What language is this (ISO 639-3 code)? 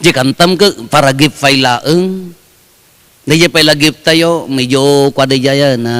ilo